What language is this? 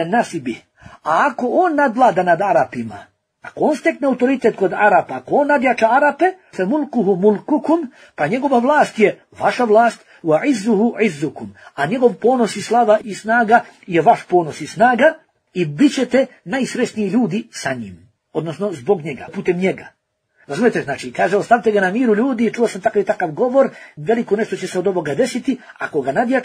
Bosnian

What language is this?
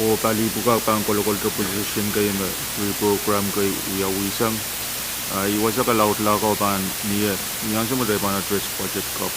Pohnpeian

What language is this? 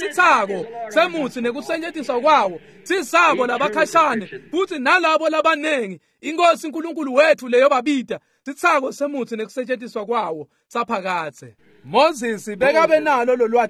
Swati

